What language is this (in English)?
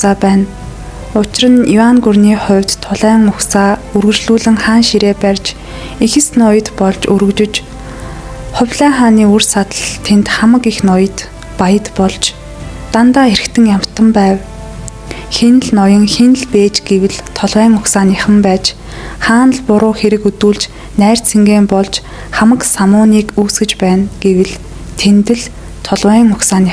Mongolian